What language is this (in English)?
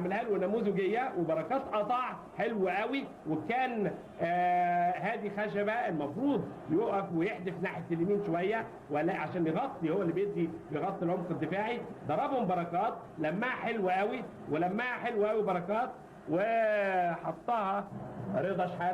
Egyptian Arabic